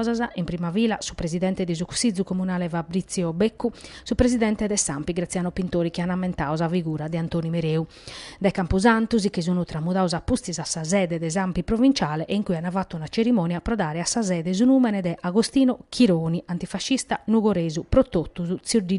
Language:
Sardinian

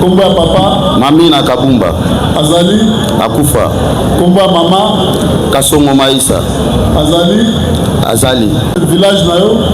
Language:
Lingala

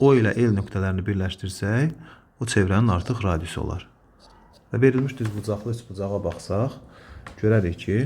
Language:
Azerbaijani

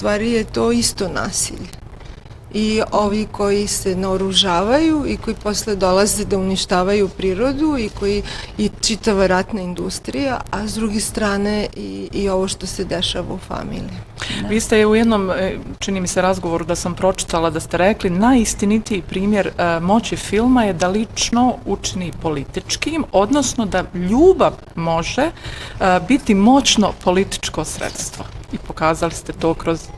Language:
Bosnian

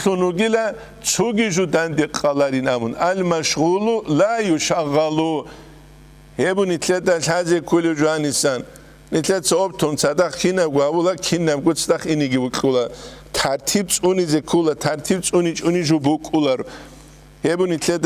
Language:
Avaric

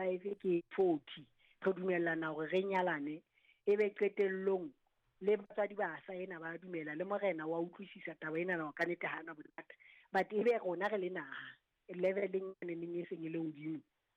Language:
Southern Sotho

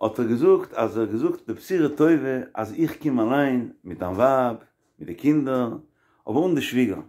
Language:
Yiddish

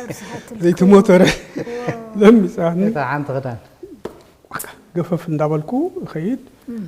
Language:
Tigrinya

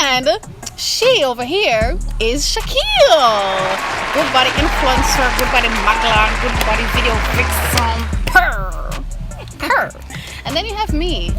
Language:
Jamaican Creole English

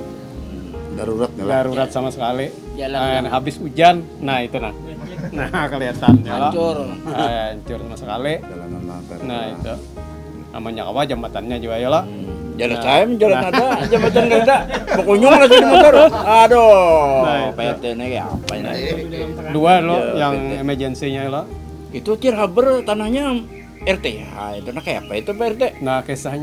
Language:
Banjar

